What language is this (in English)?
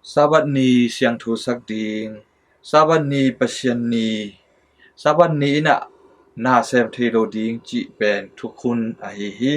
Tedim Chin